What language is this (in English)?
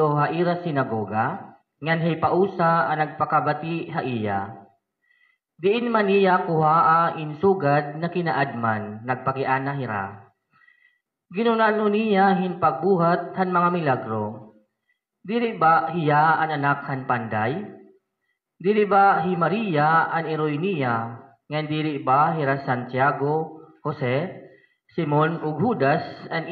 Waray